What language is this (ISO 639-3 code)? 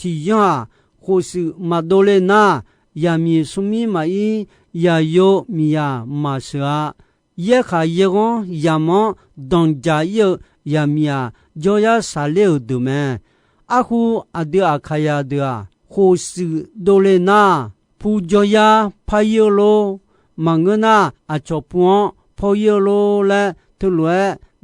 ahk